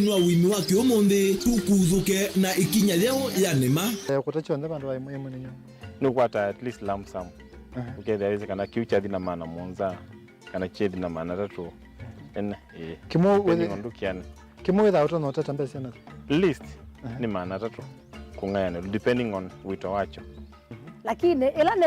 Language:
Kamba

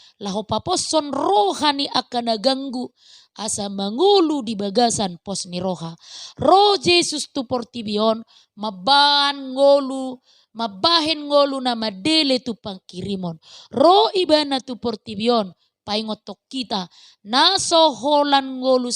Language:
Batak Toba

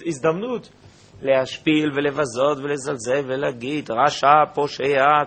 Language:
Hebrew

